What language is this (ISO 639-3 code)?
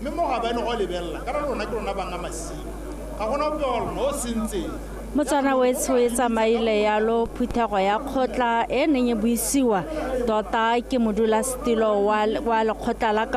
tsn